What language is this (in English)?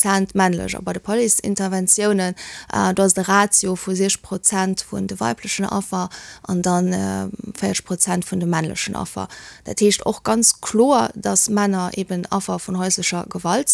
Luxembourgish